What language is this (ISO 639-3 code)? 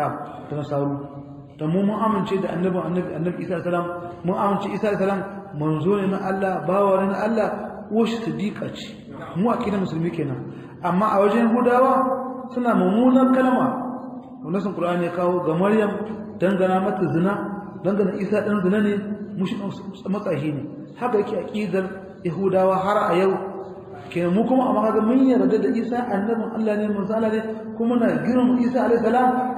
hau